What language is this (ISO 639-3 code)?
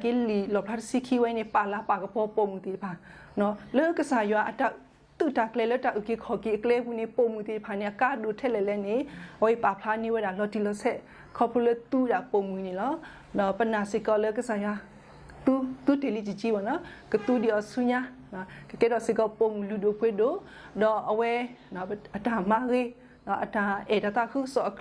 ksw